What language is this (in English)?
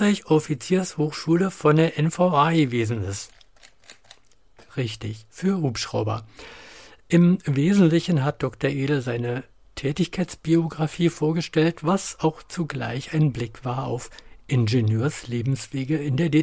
German